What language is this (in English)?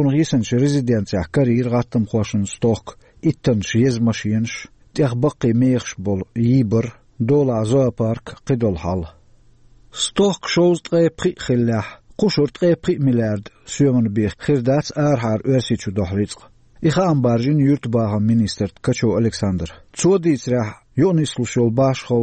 Chechen